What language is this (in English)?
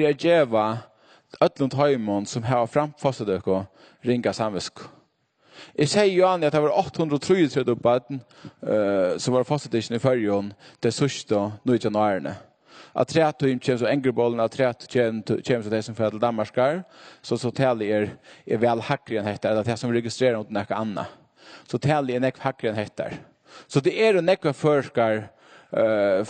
Faroese